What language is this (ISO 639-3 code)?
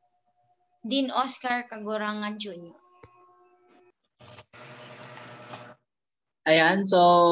fil